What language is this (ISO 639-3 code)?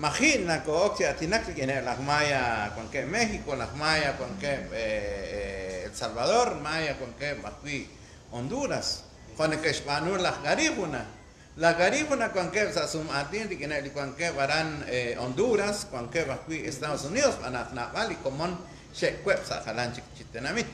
kek